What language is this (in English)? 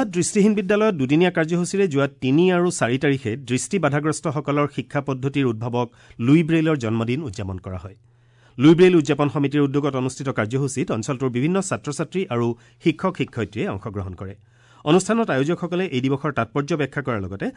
Assamese